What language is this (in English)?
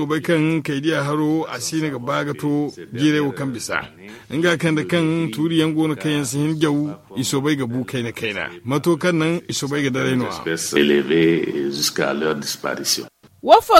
Zarma